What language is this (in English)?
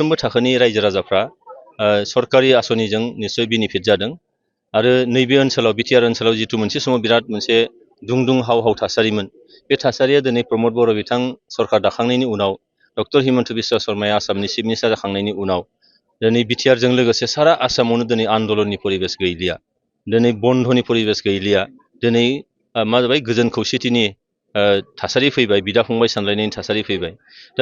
Bodo